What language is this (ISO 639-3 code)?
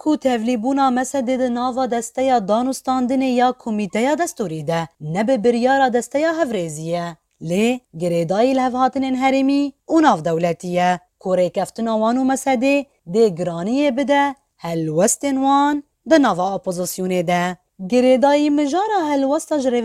kur